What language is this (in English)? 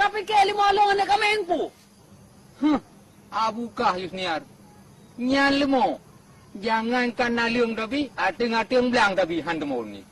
Achinese